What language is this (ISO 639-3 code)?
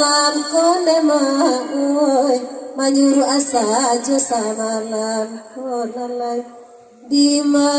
min